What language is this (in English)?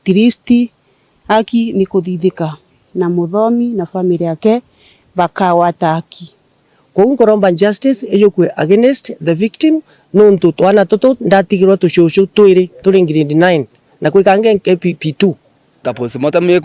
Meru